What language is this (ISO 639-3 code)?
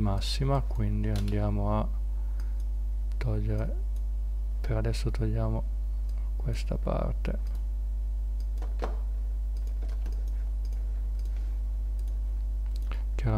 ita